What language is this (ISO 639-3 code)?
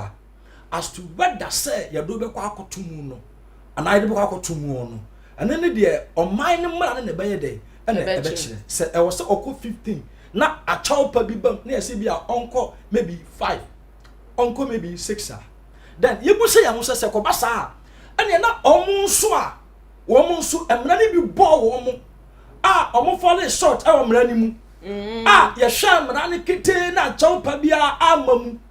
aka